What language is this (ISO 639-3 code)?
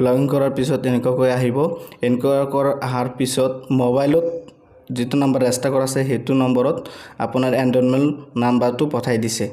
asm